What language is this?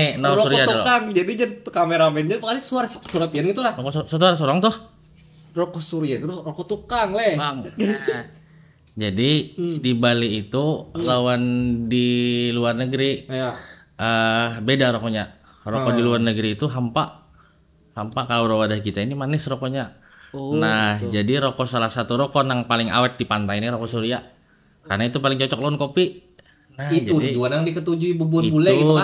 Banjar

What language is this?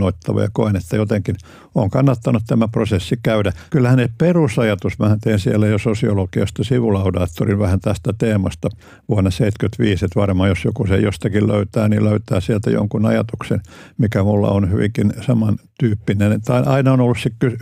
Finnish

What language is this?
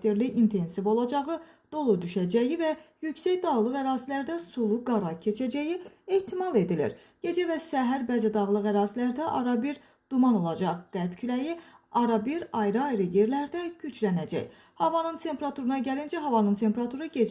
Azerbaijani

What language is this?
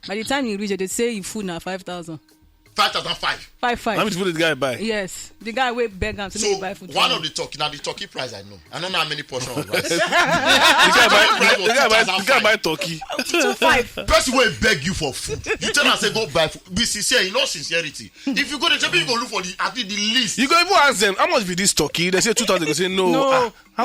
Nigerian Pidgin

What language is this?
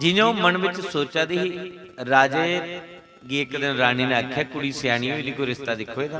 Dogri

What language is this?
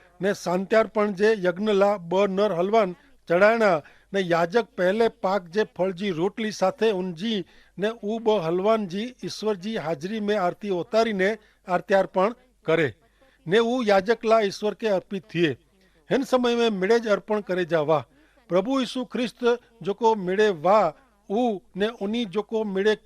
Kachhi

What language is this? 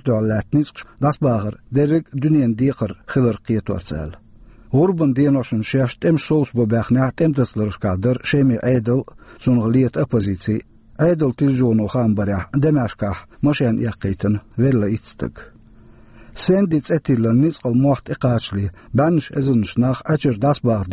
Chechen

